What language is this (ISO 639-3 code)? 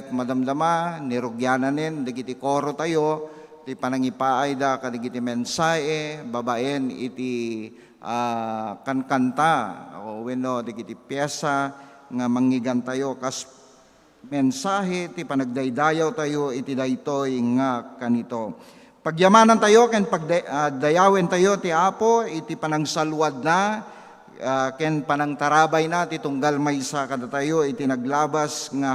ilo